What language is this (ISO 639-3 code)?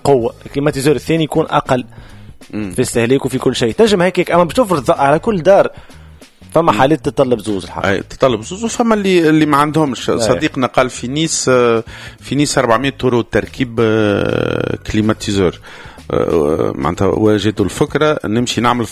aeb